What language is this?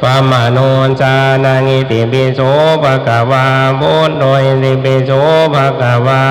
Pali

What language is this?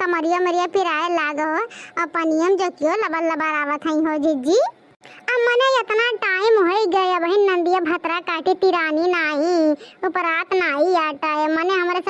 Awadhi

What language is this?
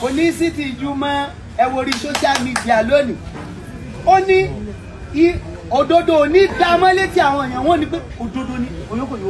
Yoruba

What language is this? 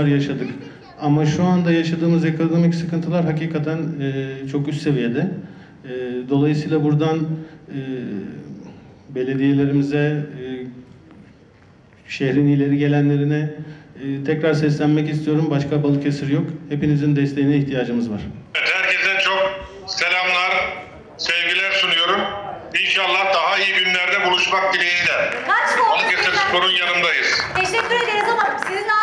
Turkish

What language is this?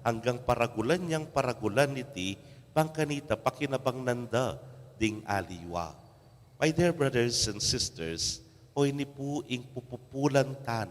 Pampanga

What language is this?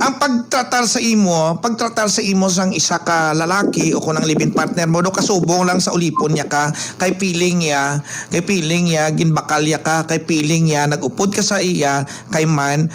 Hiligaynon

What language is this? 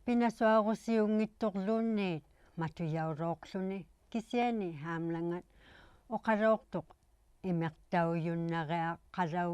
Inuktitut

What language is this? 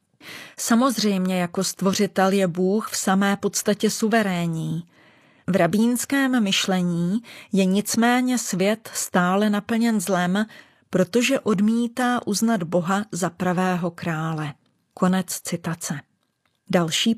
Czech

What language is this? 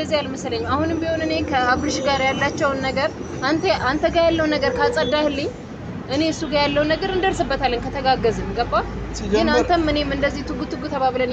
Amharic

